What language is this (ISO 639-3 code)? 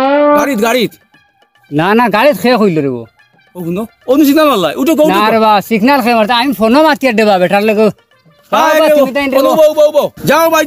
syl